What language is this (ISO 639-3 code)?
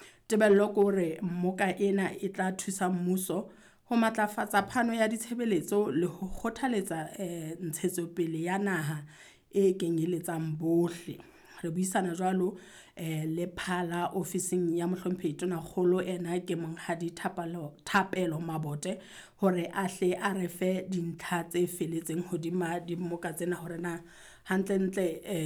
sot